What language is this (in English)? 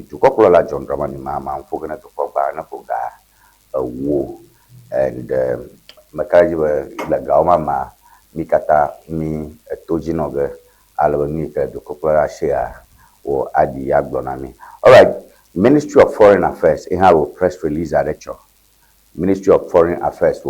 Ewe